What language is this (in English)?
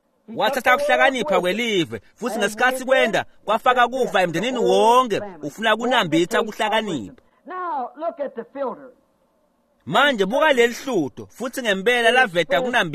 Swati